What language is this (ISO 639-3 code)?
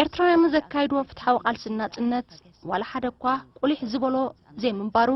tir